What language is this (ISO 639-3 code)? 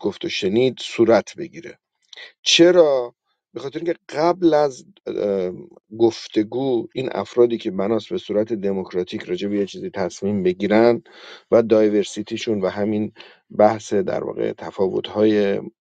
fas